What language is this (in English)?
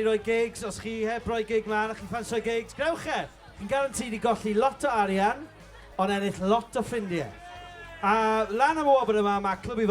Welsh